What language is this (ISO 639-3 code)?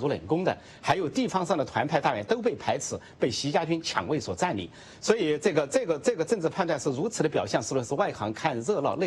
zho